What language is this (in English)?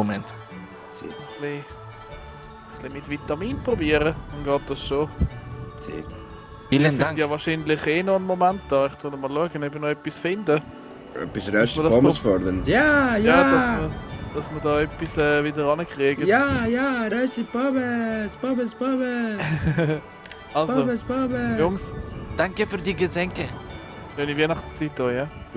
Swiss German